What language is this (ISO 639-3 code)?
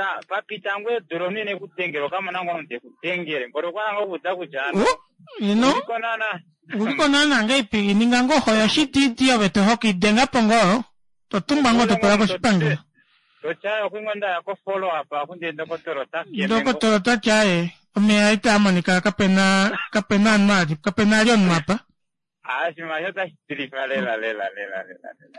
kua